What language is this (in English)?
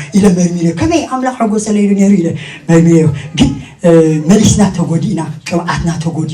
Tigrinya